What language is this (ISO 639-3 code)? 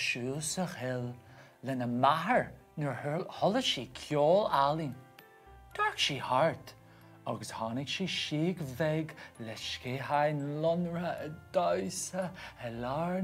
gle